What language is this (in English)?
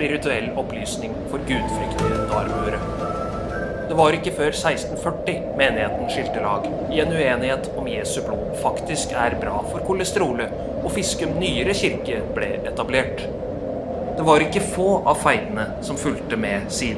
Norwegian